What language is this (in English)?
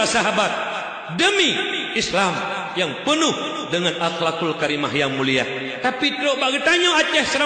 Achinese